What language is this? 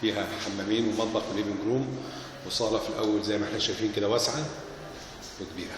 Egyptian Arabic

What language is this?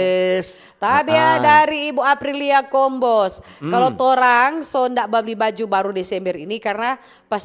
Manado Malay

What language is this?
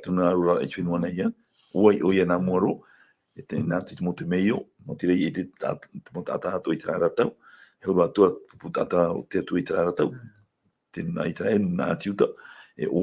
Tahitian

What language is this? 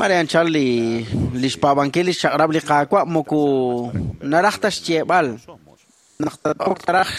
Kekchí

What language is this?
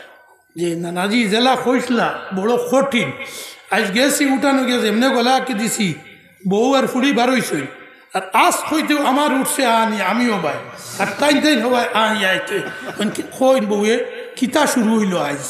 Sylheti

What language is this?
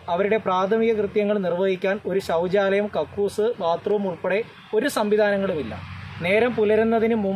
Malayalam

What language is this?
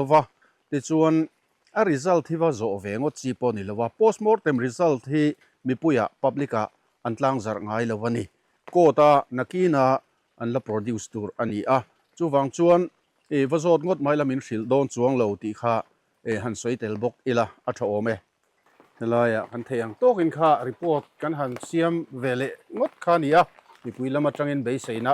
Mizo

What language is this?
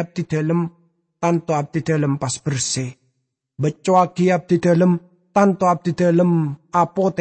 Madurese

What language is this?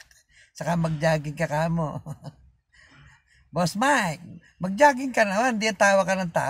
Filipino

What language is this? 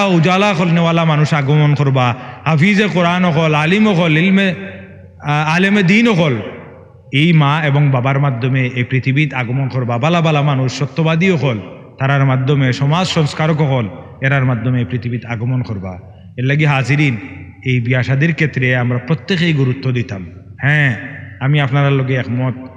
Sylheti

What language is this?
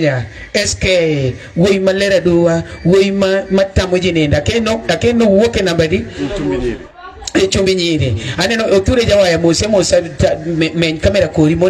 Luo (Kenya and Tanzania)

